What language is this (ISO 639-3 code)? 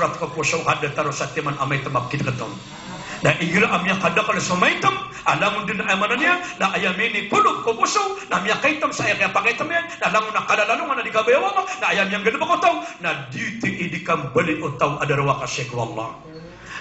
mrw